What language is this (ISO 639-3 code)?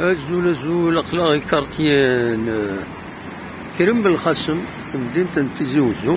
kab